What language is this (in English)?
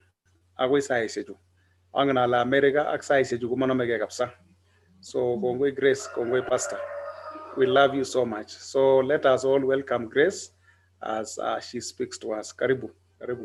Kalenjin